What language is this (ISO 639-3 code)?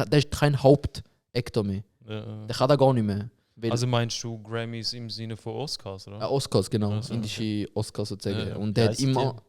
gsw